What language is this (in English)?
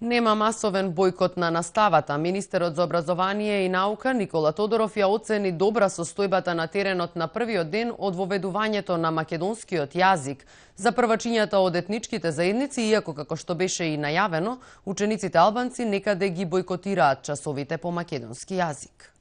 Macedonian